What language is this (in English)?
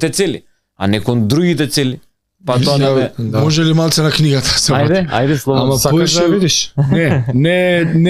Macedonian